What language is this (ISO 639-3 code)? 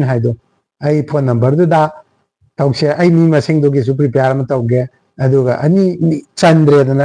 mni